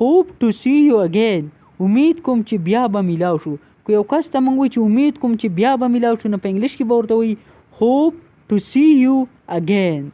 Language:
Pashto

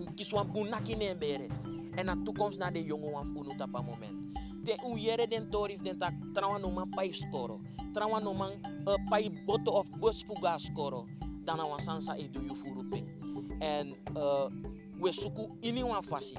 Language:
Sranan Tongo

